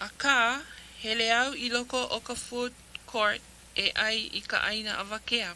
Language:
Hawaiian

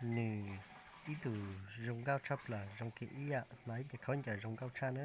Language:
Hmong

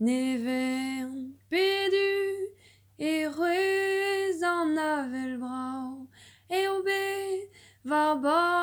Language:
Breton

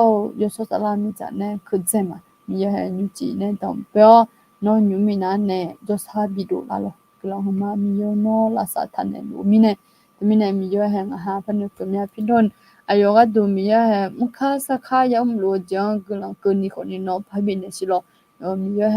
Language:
Akha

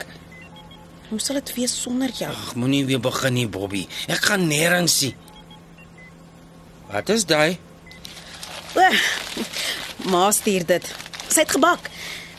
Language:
Afrikaans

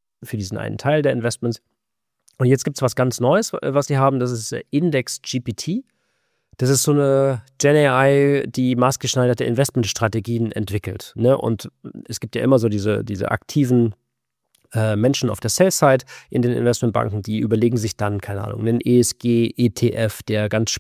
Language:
German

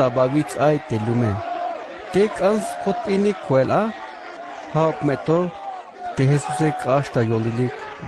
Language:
Tzeltal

